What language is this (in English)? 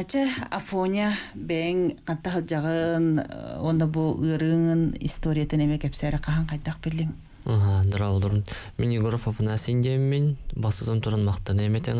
Yakut